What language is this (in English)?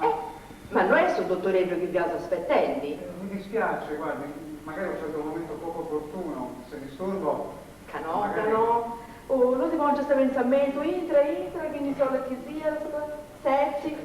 Sardinian